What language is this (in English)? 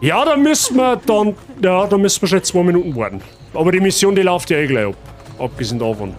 Bavarian